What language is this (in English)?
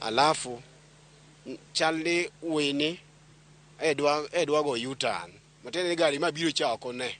Luo (Kenya and Tanzania)